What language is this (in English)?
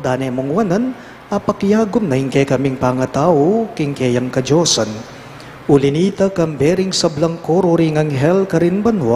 Pampanga